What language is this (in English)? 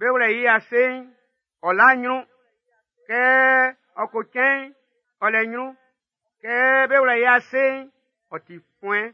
Baoulé